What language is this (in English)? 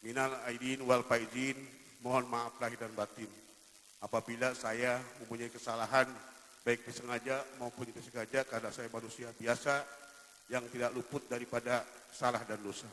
Betawi